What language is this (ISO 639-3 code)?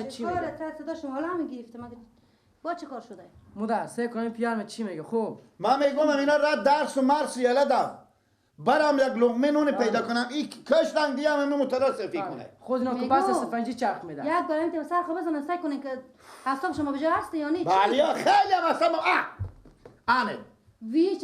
fas